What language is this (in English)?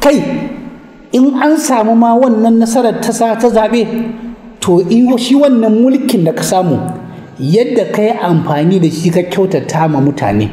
Hausa